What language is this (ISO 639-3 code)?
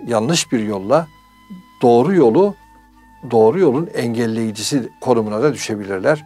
tur